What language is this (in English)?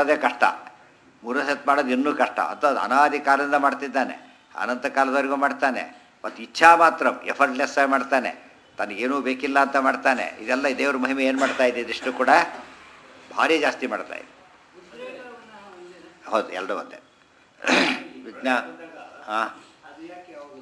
Kannada